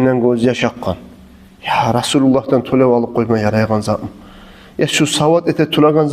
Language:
Kumyk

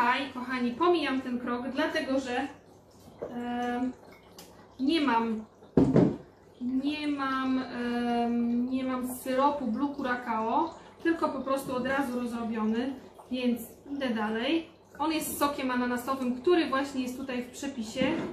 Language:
Polish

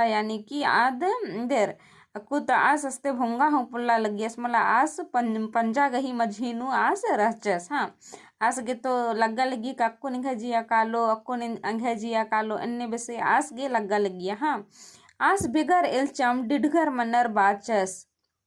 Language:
Kurukh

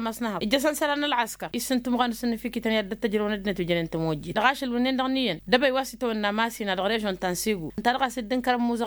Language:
Tamasheq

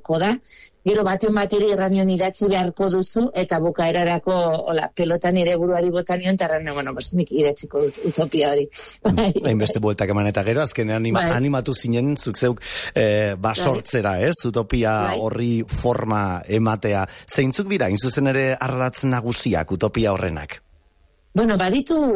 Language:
Basque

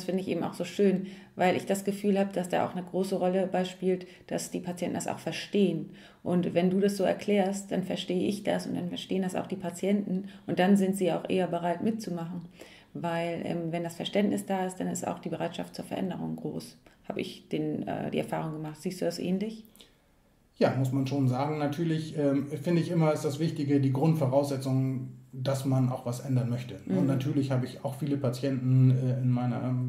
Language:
German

